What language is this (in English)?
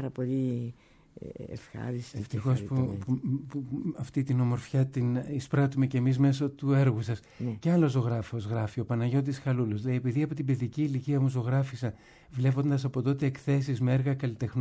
Greek